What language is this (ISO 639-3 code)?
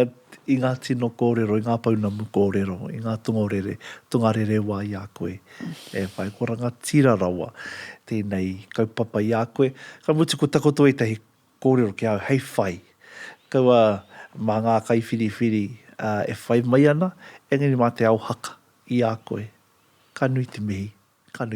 mri